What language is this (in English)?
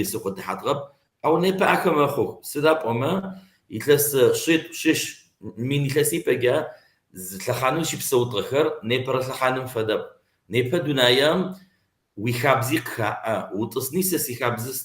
Kabardian